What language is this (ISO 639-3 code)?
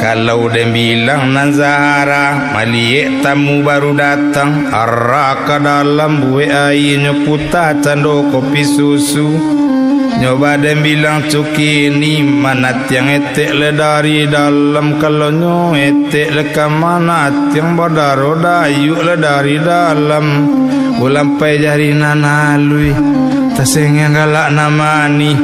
min